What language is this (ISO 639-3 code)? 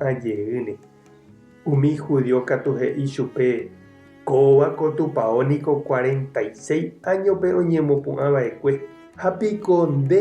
grn